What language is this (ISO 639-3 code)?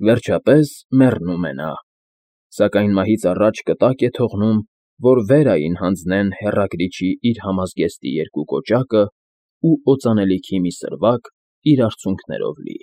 hye